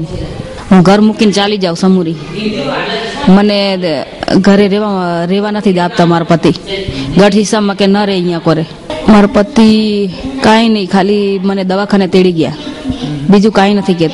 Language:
Gujarati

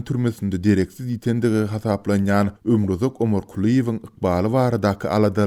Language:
Turkmen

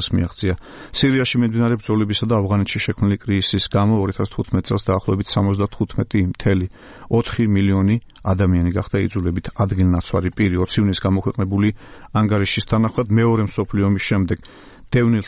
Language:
Georgian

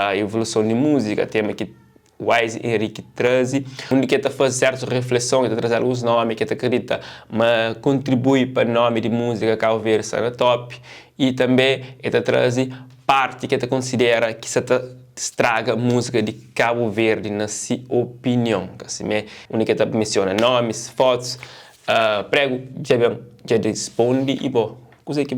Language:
Kabuverdianu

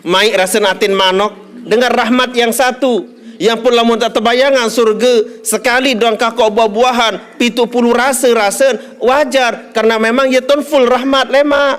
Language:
Sasak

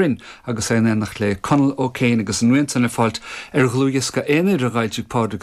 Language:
Irish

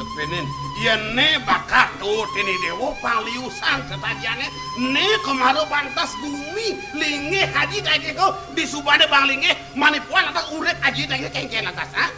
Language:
Balinese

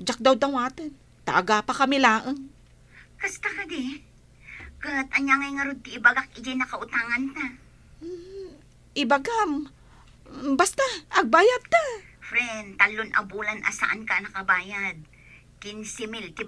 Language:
Iloko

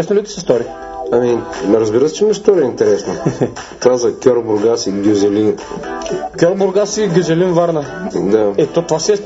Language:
Bulgarian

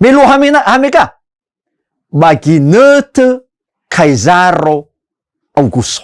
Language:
Nias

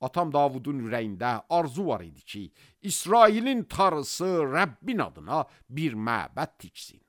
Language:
Azerbaijani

